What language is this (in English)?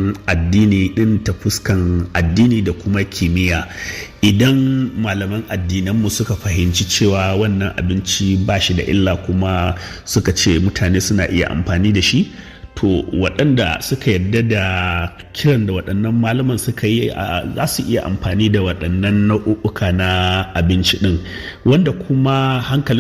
Hausa